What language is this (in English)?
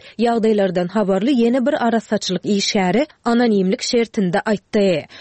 Turkmen